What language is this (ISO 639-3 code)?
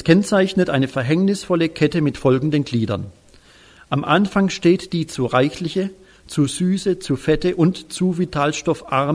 deu